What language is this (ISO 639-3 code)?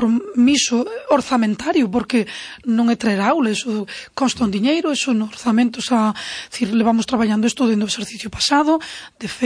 glg